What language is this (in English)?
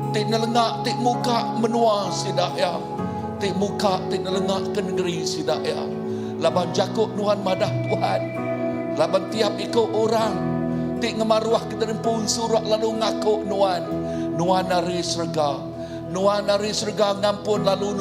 Iban